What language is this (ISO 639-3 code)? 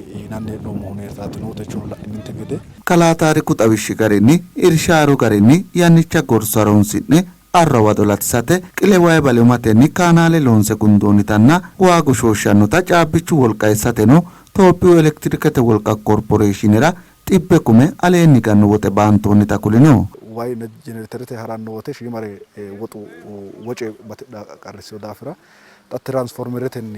sid